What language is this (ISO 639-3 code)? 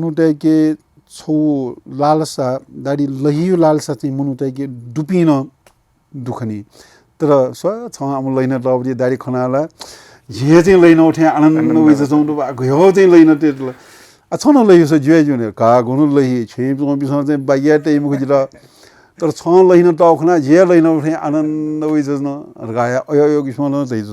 new